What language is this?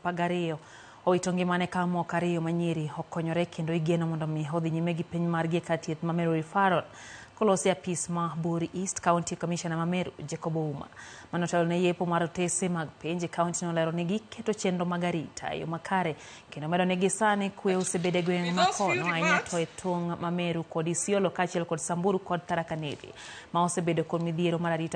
Luo (Kenya and Tanzania)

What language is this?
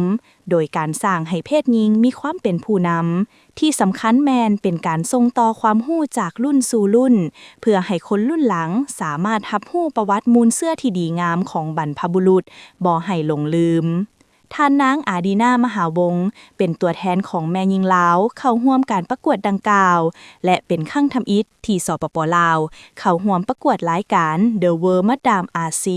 Lao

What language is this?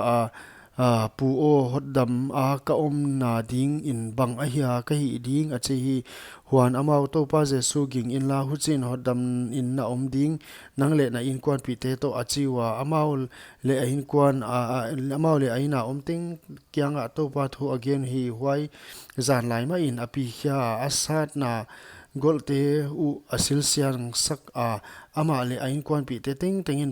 Paite Chin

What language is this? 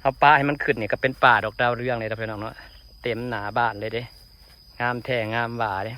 Lao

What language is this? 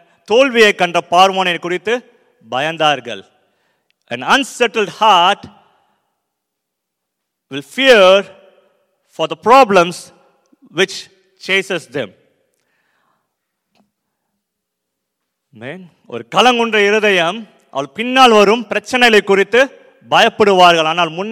Tamil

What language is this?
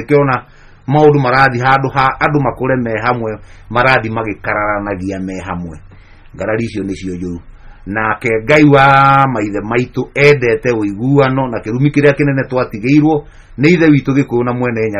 Kikuyu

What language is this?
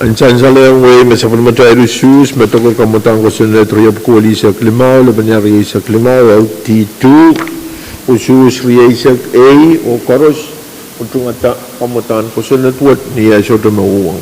Pohnpeian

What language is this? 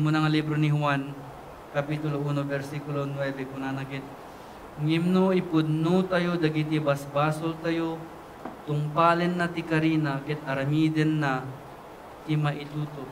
Iloko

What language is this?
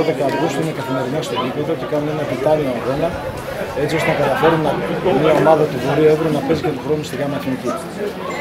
Greek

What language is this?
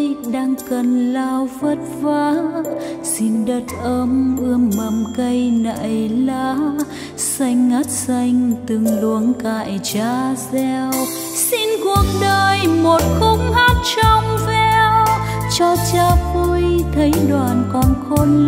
Vietnamese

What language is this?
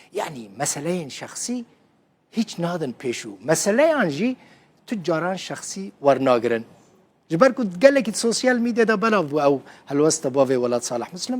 Kurdish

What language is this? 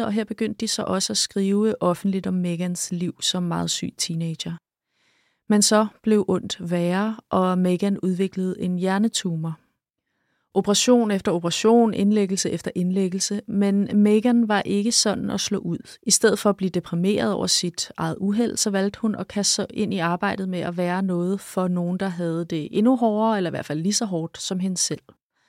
Danish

